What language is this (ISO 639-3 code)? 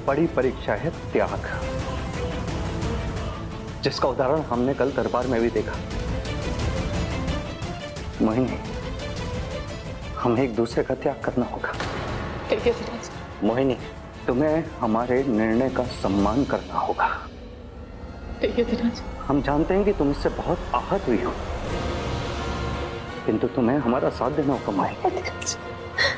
hin